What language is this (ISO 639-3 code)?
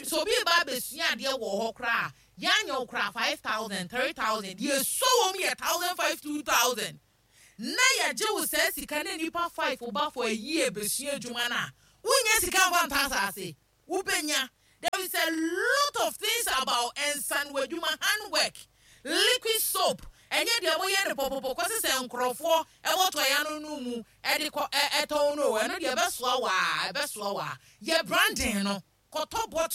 aka